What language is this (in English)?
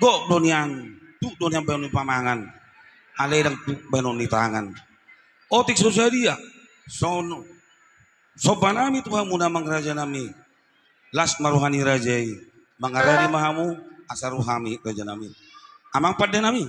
Batak Toba